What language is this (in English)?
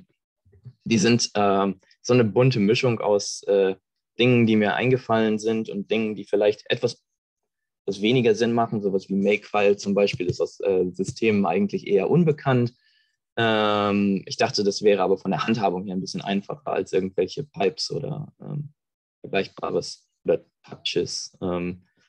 German